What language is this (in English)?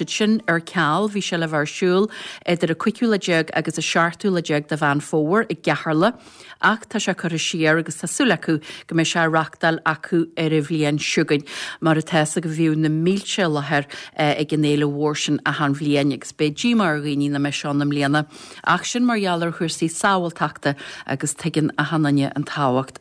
Irish